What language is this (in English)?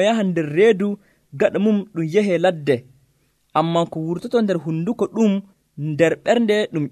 Nigerian Fulfulde